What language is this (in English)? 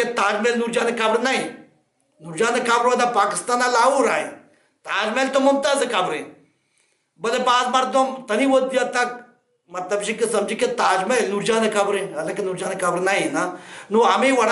Baluchi